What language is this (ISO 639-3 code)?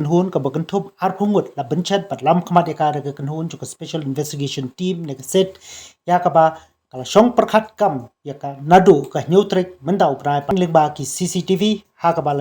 kha